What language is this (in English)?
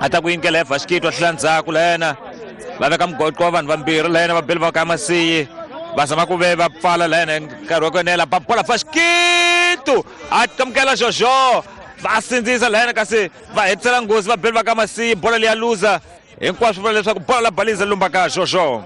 Tsonga